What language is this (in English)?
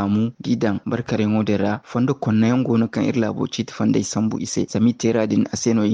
Zarma